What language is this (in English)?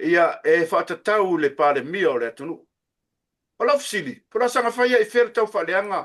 Samoan